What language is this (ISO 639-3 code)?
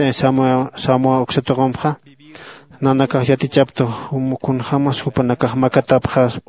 aym